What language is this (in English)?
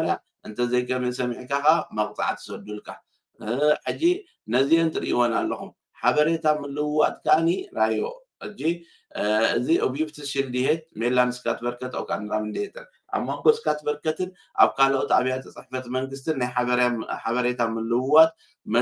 Tigrinya